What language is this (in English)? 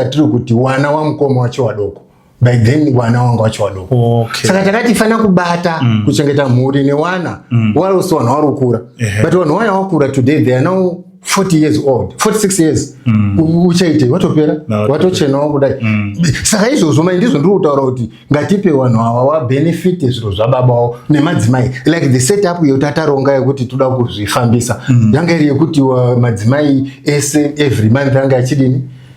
Shona